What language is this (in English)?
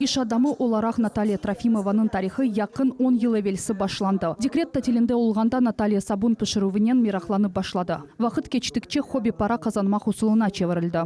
Crimean Tatar